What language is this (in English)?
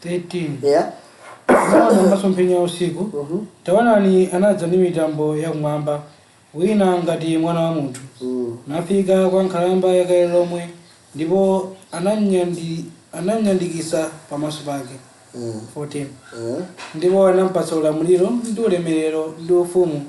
Nyanja